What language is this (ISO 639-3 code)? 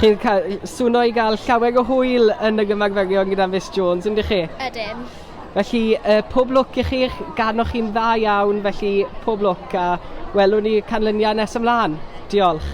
cym